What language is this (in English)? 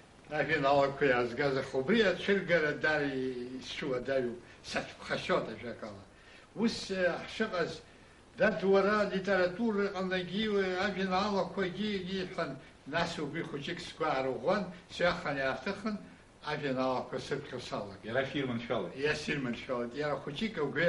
Abkhazian